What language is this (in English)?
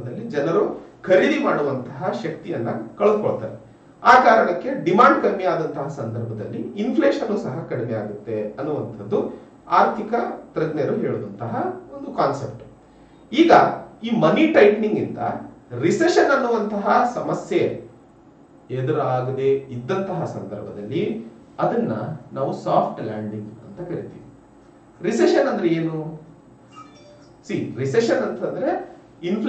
Kannada